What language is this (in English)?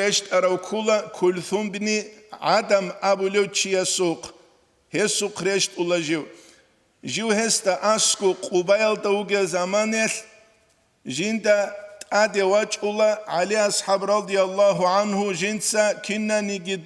Avaric